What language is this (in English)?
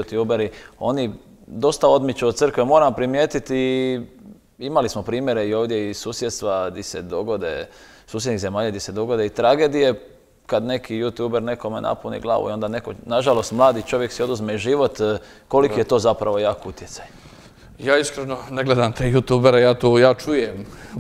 Croatian